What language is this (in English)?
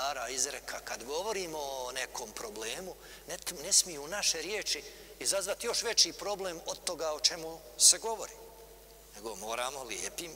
Bosnian